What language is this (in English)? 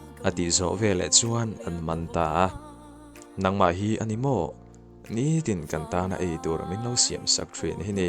Mizo